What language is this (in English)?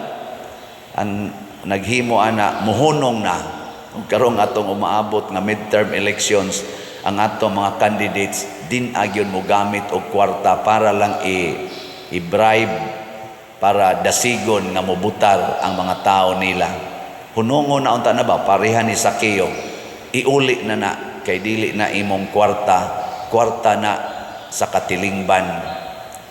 Cebuano